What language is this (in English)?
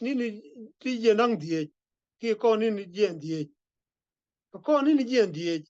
Nuer